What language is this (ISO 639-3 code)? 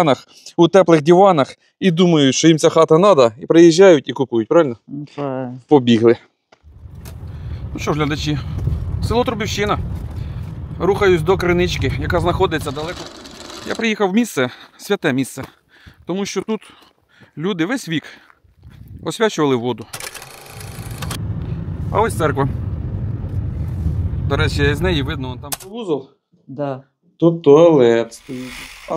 ukr